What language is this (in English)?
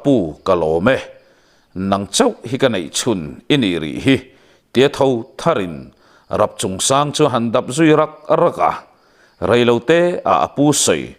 Mizo